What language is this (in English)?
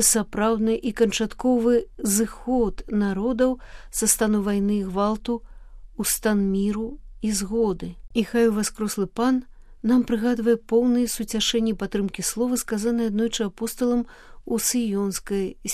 Belarusian